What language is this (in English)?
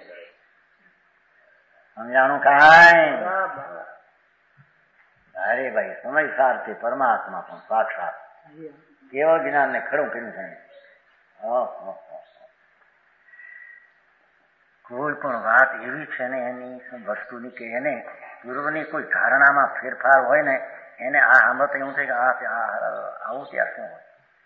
Gujarati